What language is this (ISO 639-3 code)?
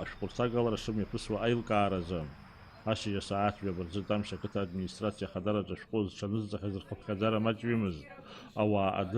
abk